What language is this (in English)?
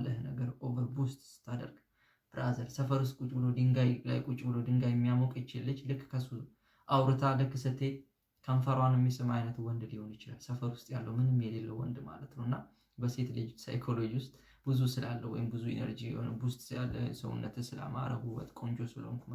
Amharic